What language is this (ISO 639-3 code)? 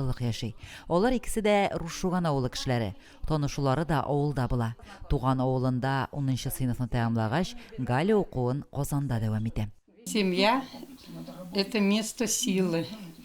tat